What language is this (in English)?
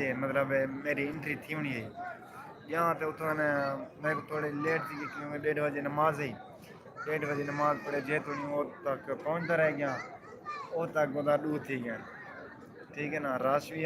Saraiki